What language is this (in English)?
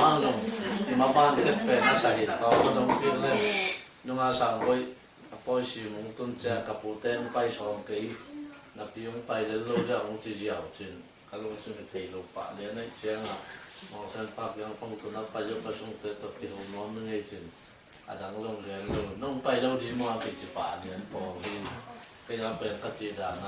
Tedim Chin